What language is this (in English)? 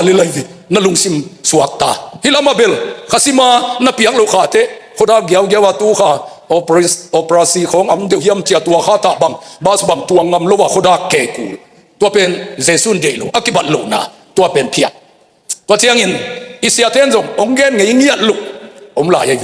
Tedim Chin